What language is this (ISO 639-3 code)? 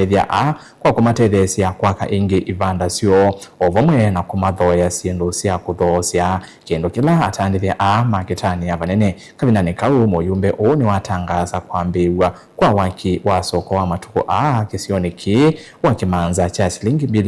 kam